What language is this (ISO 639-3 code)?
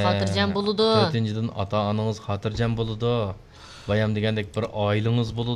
uig